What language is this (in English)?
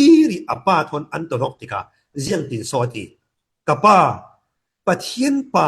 Falam Chin